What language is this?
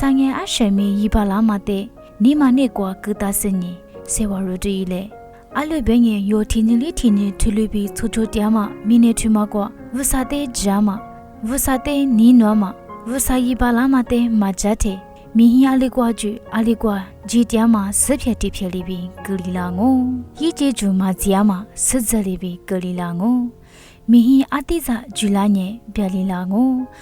Lisu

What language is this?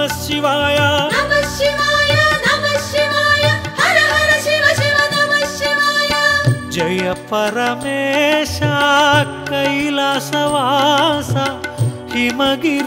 Telugu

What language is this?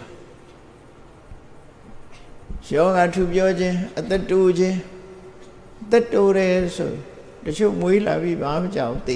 Burmese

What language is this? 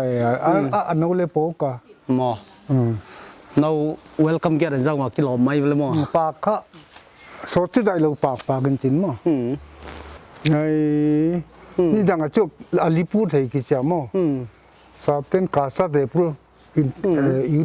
Paite Chin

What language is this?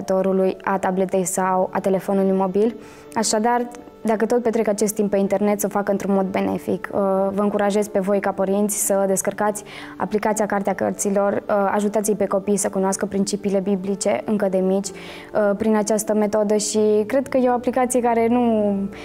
Romanian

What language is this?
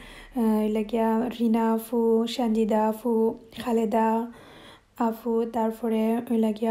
Sylheti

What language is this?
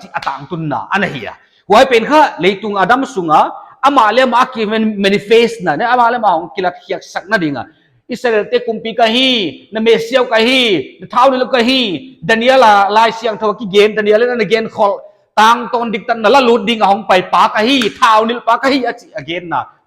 Paite Chin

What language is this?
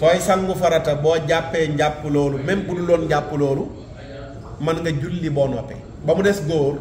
Wolof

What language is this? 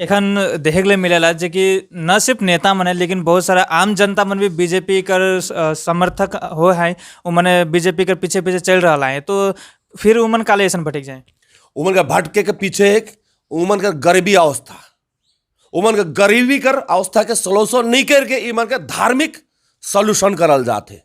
Sadri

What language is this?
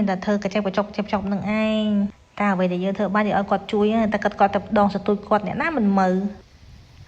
Khmer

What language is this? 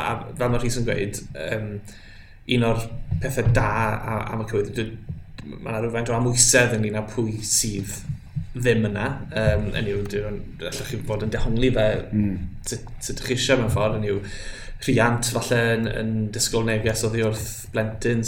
Welsh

